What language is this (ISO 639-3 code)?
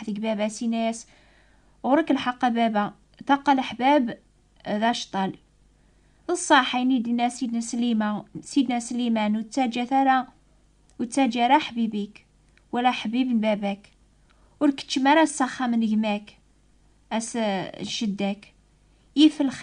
kab